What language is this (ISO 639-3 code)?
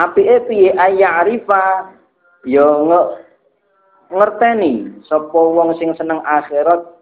jav